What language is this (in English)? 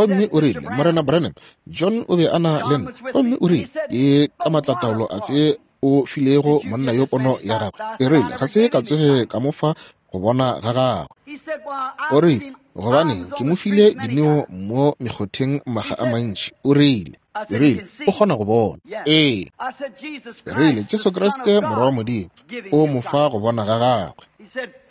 Northern Sotho